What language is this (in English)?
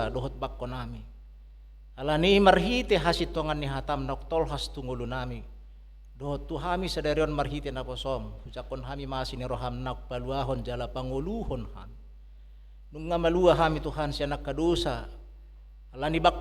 Batak Toba